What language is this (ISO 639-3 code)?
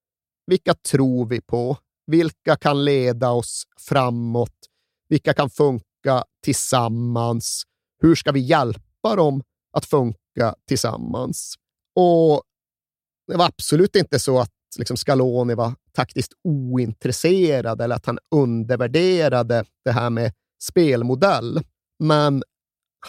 swe